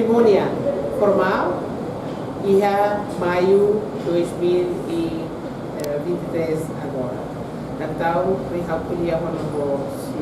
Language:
Tetum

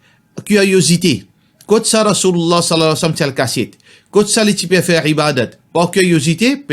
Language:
Morisyen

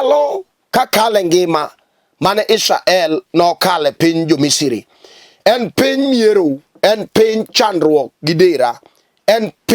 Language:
Luo (Kenya and Tanzania)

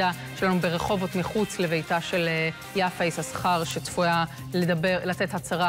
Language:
Hebrew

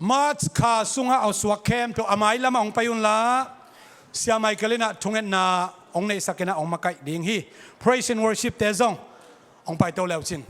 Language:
Tedim Chin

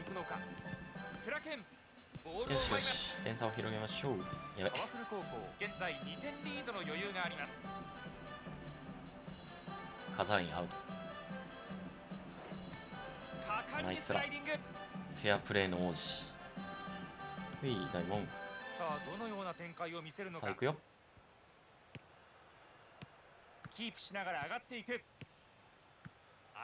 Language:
Japanese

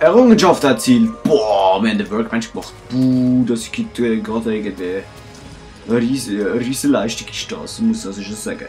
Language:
Swiss German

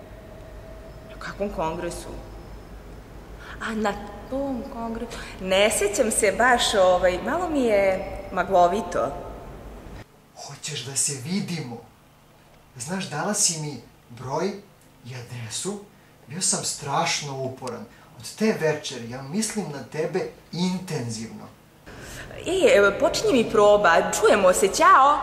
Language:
Serbian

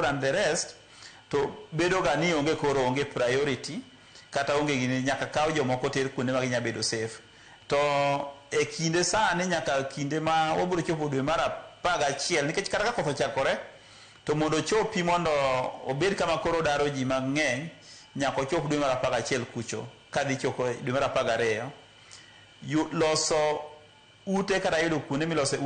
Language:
Luo (Kenya and Tanzania)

